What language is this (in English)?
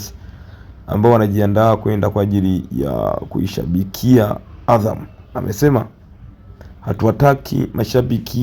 Swahili